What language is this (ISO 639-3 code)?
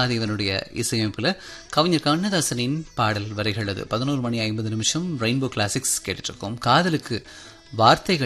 tam